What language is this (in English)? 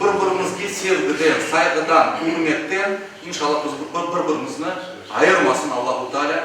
Crimean Tatar